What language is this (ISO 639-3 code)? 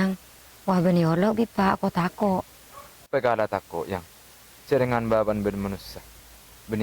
mad